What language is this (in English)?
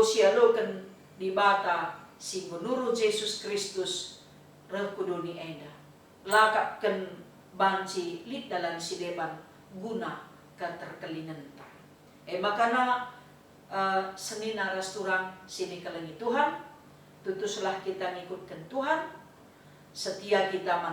Batak Karo